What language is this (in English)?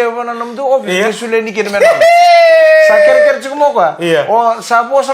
Fijian